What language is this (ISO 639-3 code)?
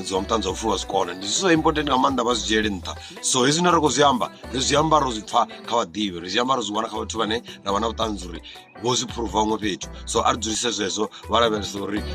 ven